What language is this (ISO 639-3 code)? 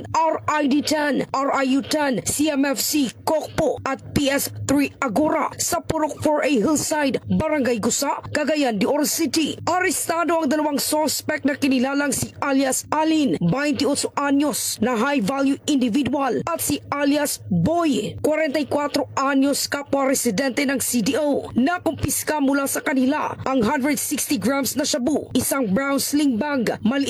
fil